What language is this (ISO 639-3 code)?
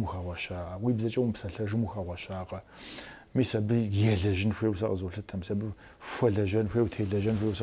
kbd